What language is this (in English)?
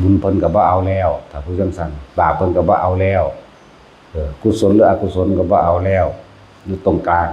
Northeastern Thai